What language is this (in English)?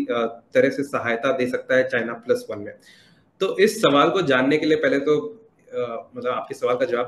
Hindi